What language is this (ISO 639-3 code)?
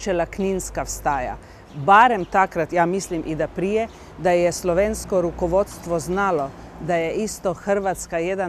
srp